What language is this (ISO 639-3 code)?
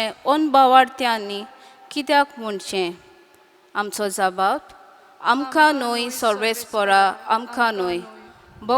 kok